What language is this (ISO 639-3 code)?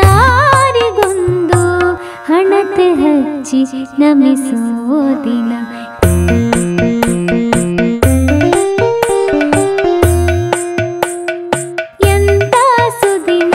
kan